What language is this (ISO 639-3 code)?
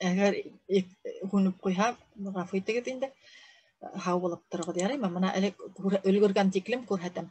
bak